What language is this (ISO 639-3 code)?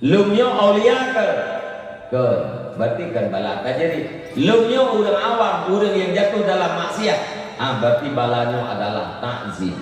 ace